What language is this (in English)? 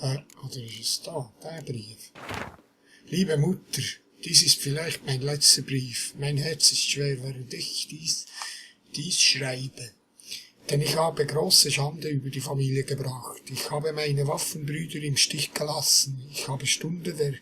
Swiss German